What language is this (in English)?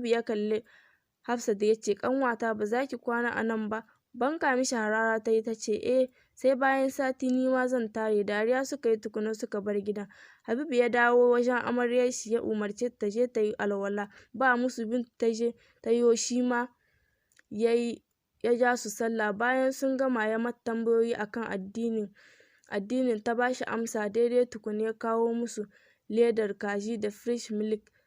Hausa